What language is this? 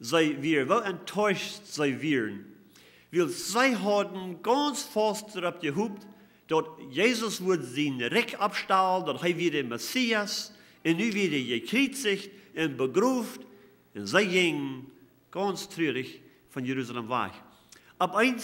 Plautdietsch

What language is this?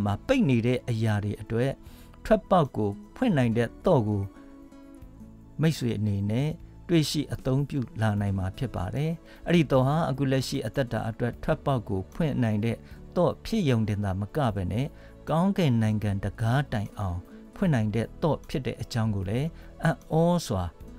Burmese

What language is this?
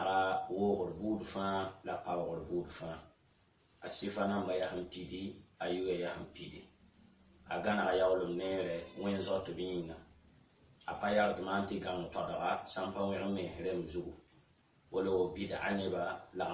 Mossi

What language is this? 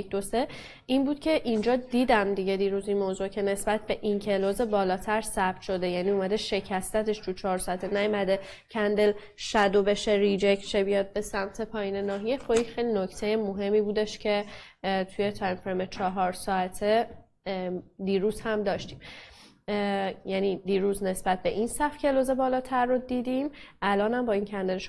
Persian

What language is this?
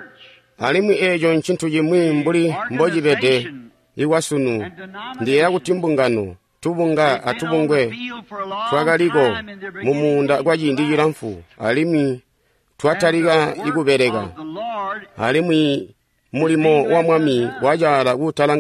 Tonga (Zambia)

